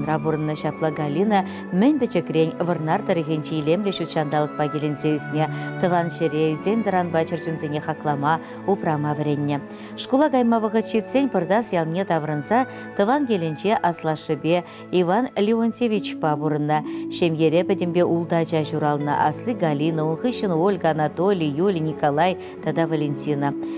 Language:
Chuvash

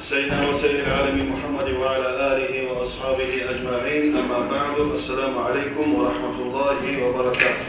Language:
Kumyk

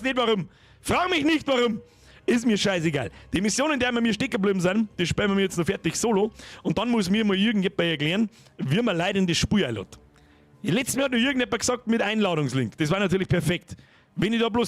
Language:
Bavarian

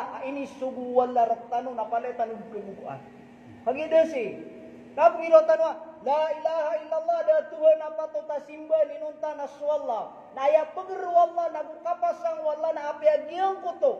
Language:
Maranao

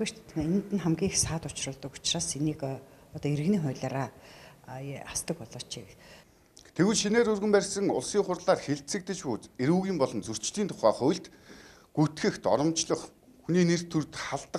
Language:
Mongolian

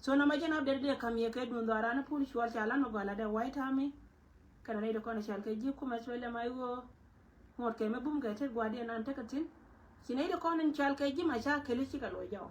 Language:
Nuer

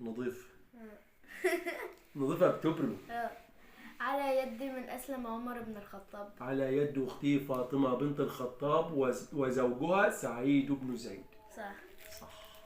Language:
Egyptian Arabic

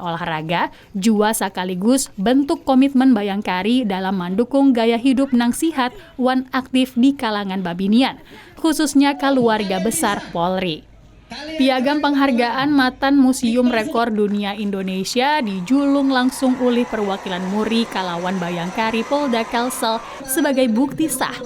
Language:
Banjar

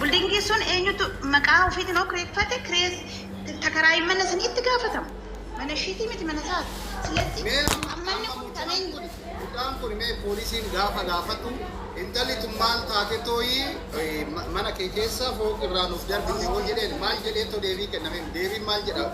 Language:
Oromo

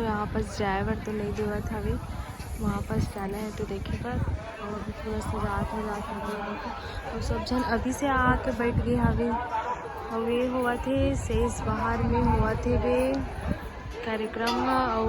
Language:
Chhattisgarhi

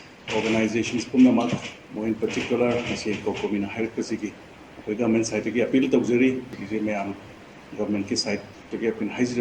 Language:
Manipuri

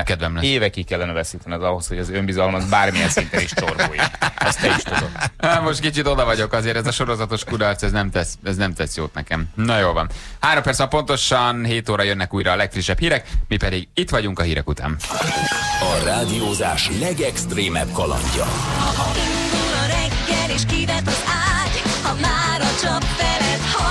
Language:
Hungarian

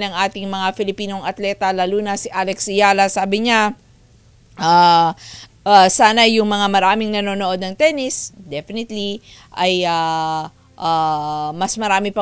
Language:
Filipino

